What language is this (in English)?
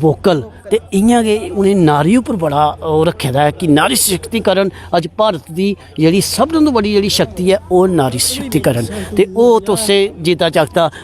Dogri